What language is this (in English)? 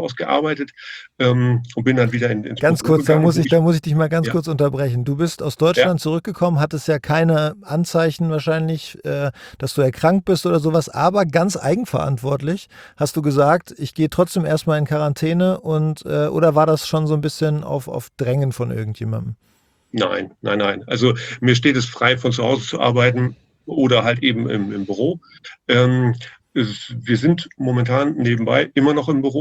German